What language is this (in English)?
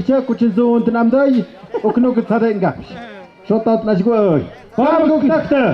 Tlahuitoltepec Mixe